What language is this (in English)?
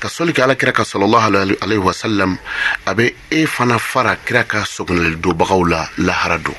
Bambara